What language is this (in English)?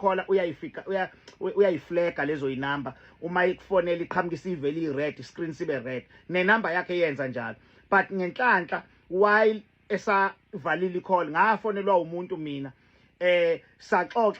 Zulu